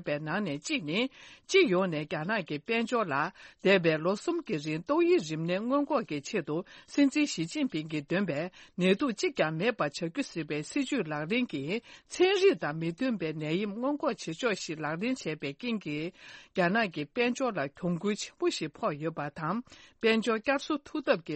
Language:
Tibetan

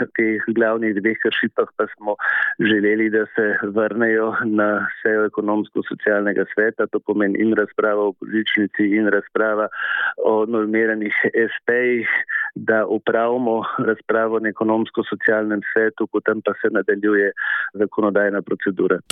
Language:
Slovenian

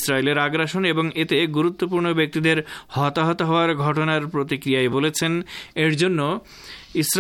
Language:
Bangla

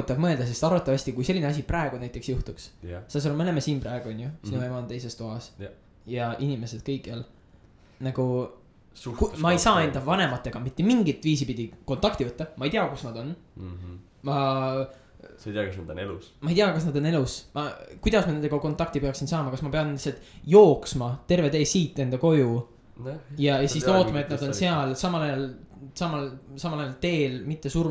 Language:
Estonian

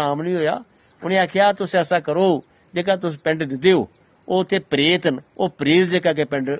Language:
Dogri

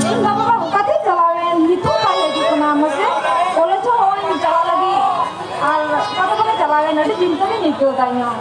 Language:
Santali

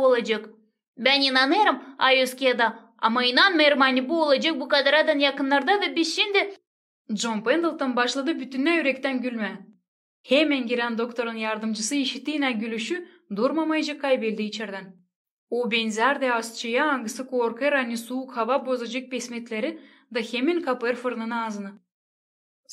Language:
Gagauz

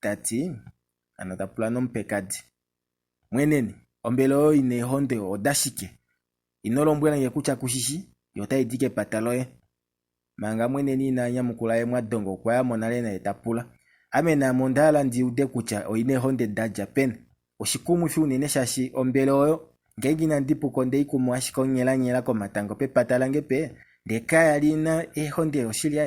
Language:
Kuanyama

